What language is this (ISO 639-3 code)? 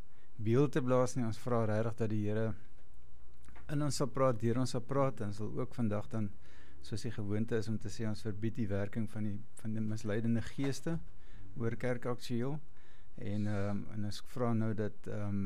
afr